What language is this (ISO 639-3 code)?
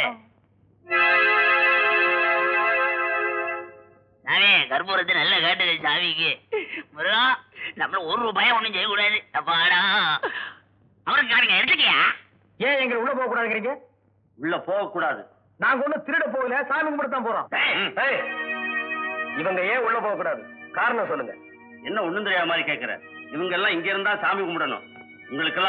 tam